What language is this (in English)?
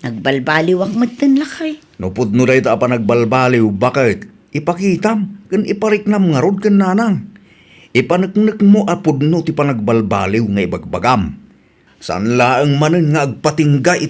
Iloko